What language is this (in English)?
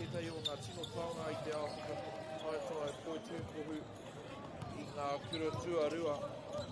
Māori